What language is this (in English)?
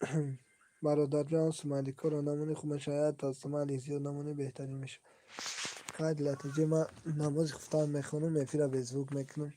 Tajik